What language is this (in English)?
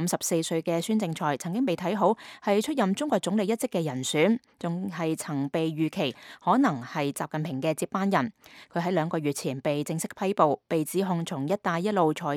Cantonese